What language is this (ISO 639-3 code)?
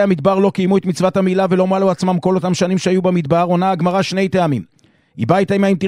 heb